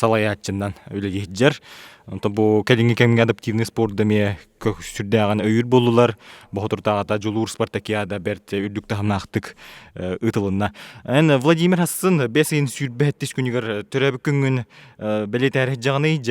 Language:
Yakut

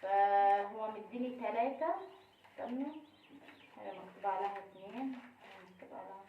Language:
Egyptian Arabic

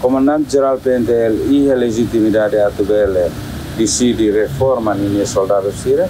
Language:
Tetum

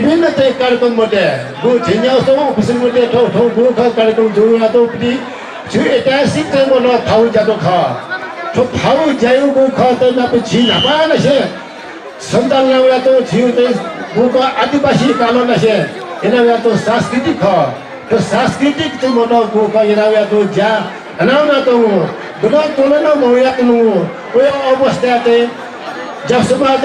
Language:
Newari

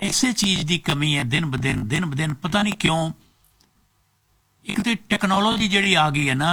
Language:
Punjabi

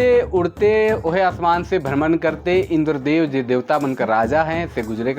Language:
Sadri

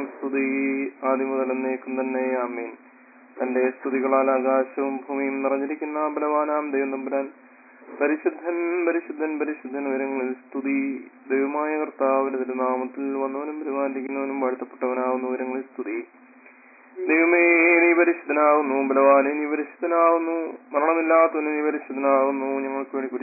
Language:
Malayalam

